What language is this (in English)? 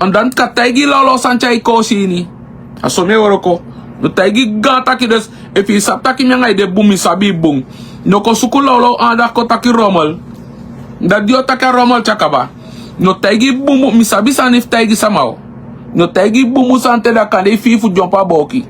Sranan Tongo